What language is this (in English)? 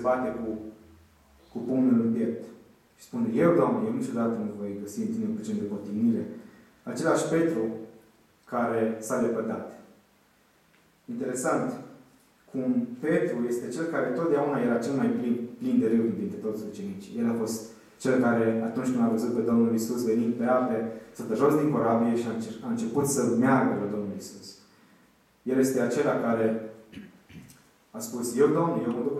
Romanian